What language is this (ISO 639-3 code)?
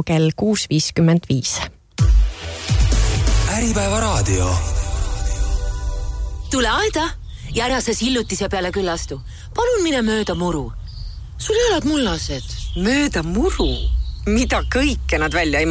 est